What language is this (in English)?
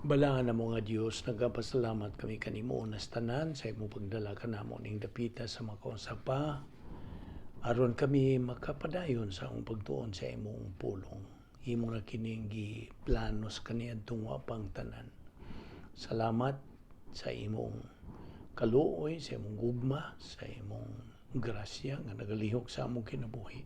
Cebuano